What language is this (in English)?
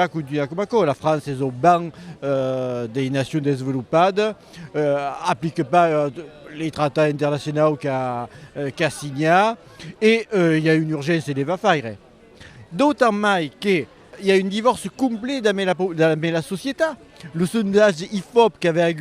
Occitan